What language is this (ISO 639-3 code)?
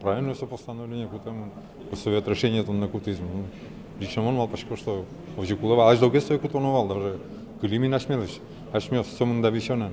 udm